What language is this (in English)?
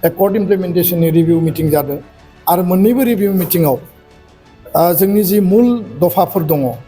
Bodo